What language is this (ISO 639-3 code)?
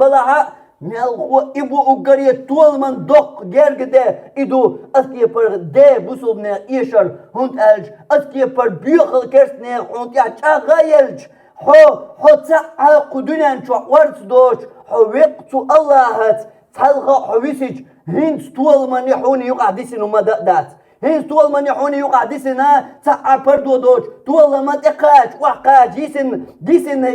che